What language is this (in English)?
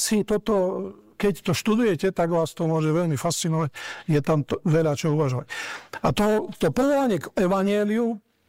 Slovak